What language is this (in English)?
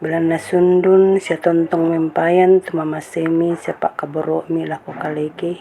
Toraja-Sa'dan